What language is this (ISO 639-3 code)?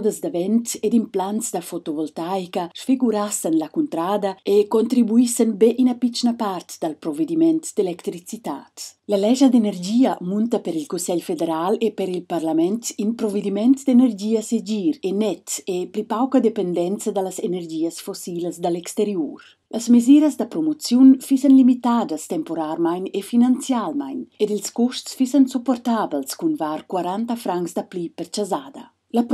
roh